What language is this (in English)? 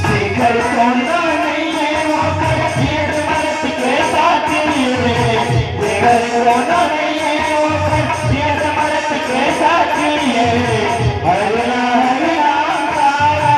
Chhattisgarhi